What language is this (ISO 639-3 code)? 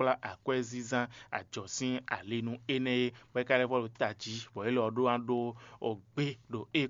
fon